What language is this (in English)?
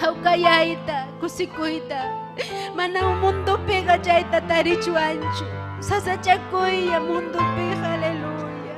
Ayacucho Quechua